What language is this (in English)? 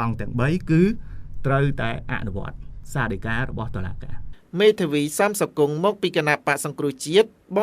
Khmer